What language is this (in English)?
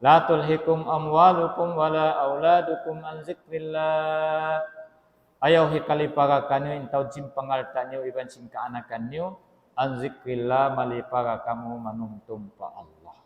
Tausug